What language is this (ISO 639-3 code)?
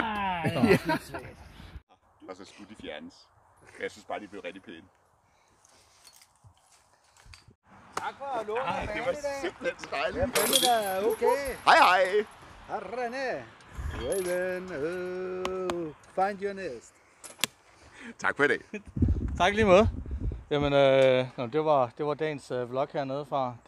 dan